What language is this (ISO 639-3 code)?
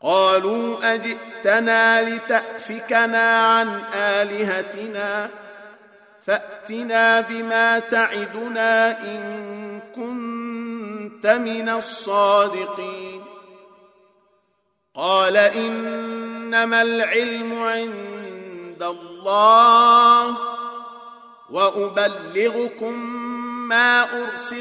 ara